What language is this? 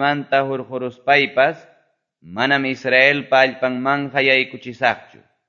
Quechua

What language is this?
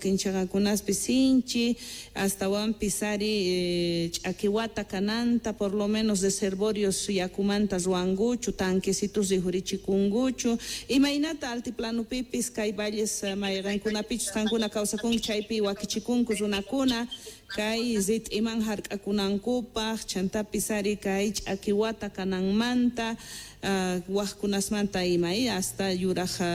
South Bolivian Quechua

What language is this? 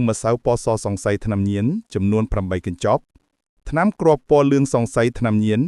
Khmer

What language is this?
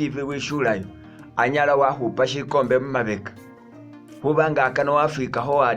Masaaba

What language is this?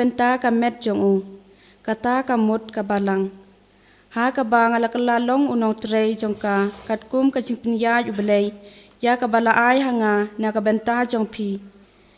Khasi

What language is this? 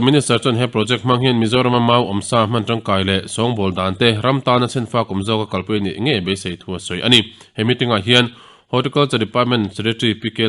Mizo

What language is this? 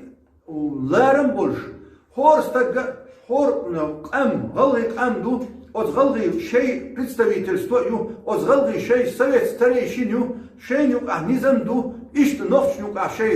Chechen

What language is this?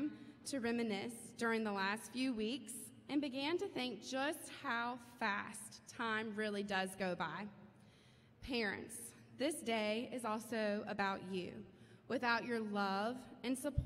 English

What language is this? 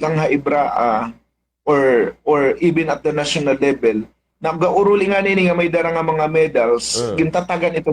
Waray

